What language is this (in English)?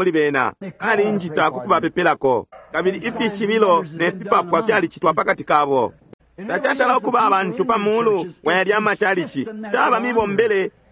Bemba